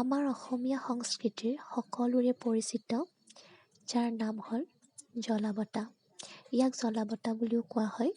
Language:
Assamese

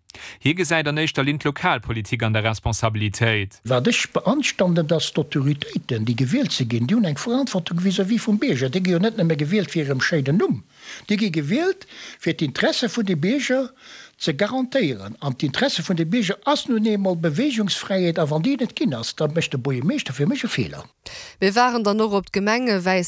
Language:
Luxembourgish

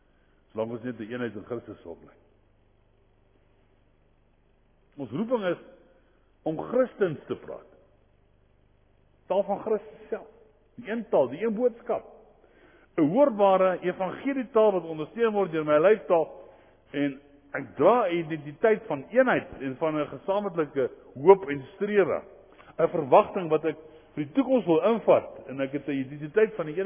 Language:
Afrikaans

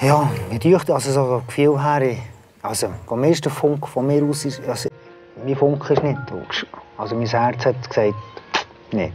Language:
Swiss German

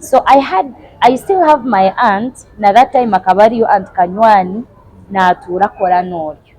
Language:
Nyankole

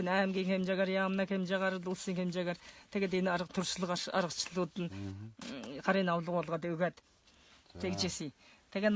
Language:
Mongolian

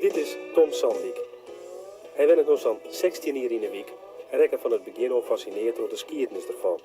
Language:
Western Frisian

